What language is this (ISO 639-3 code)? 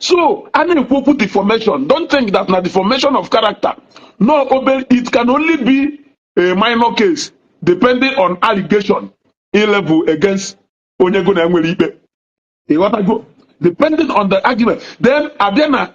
ibo